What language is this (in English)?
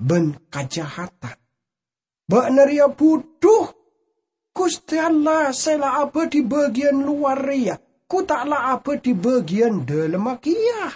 Madurese